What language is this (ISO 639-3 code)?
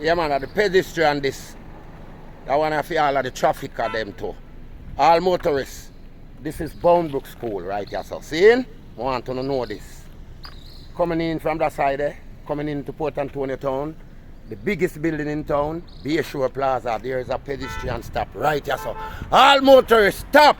jam